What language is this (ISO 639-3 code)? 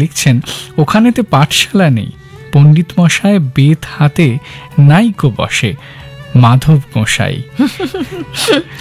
ben